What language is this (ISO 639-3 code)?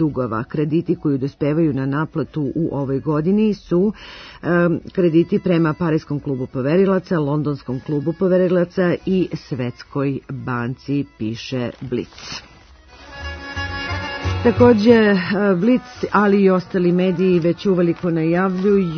srp